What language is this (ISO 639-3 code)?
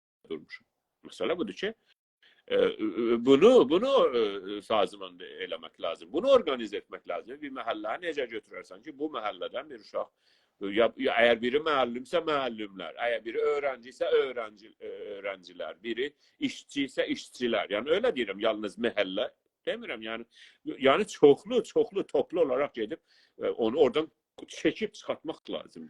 azb